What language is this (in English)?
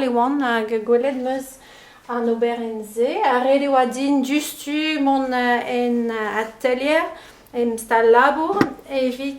Breton